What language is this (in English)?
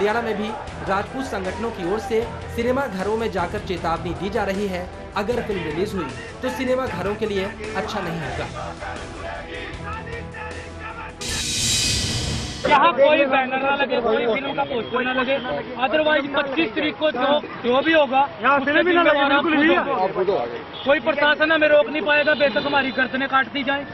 Hindi